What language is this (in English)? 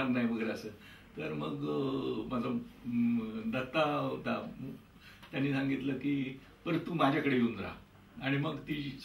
Marathi